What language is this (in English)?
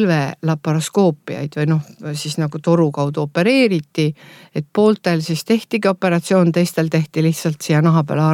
Estonian